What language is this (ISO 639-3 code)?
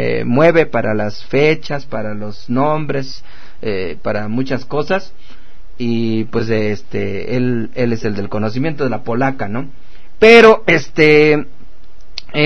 spa